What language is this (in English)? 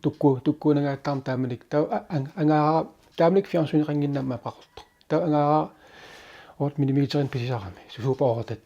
Kalaallisut